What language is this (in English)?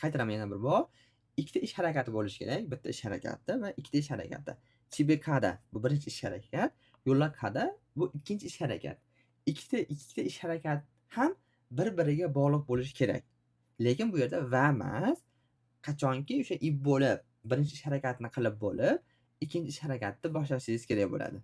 Uzbek